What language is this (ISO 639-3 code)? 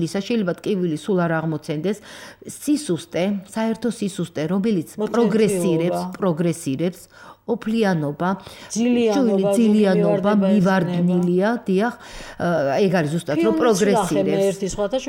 kat